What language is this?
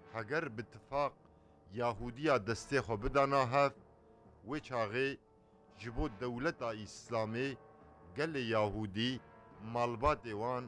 Kurdish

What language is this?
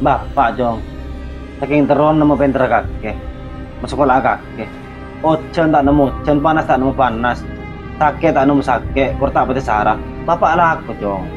Madurese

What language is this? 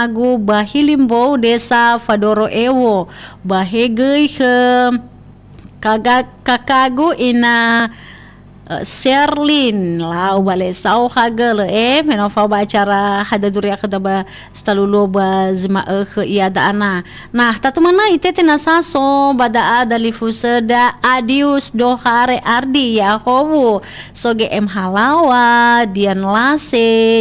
Nias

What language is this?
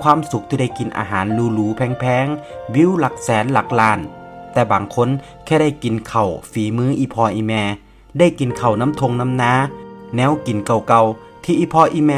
Northeastern Thai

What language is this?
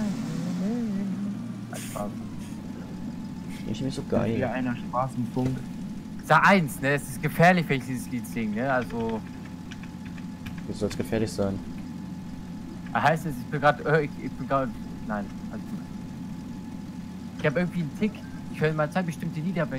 German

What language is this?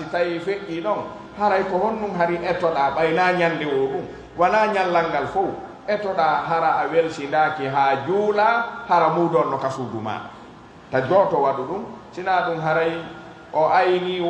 Pular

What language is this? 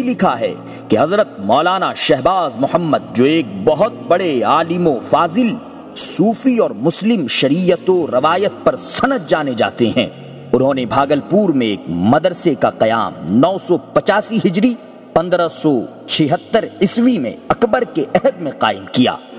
Urdu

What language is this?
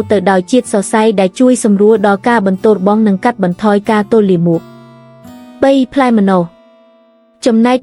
Khmer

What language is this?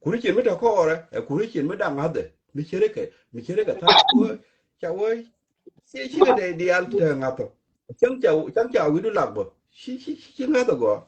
Nuer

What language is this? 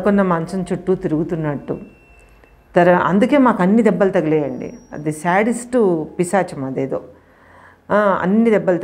Telugu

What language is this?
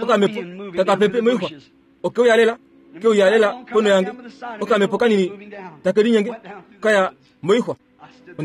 Kuanyama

